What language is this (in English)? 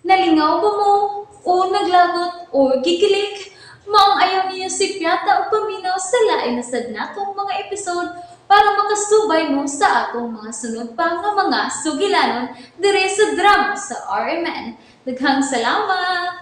Cebuano